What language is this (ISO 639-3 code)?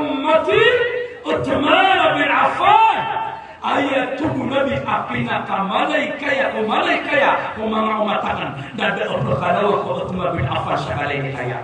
mrw